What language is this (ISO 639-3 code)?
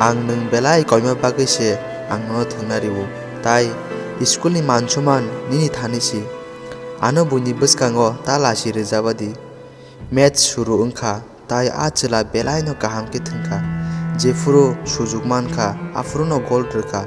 trp